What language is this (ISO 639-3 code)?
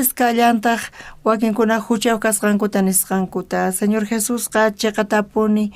quh